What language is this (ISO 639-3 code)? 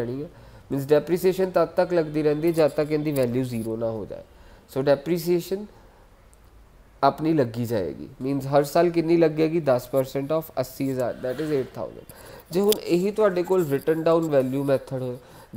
pan